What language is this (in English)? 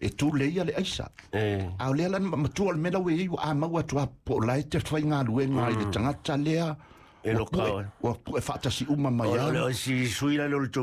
Samoan